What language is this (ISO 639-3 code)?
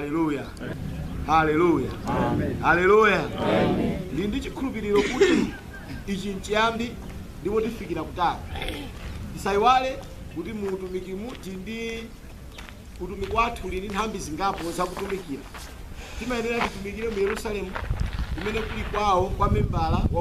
nya